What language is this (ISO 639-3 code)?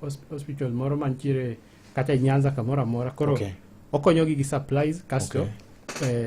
luo